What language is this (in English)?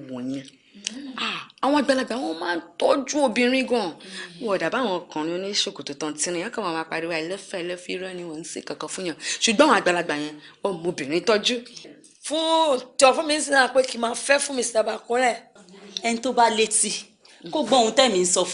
Yoruba